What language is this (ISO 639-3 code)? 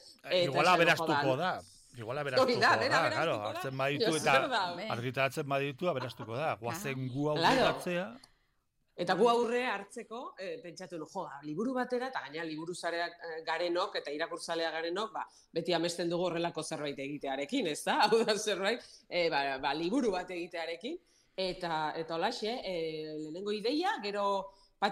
eus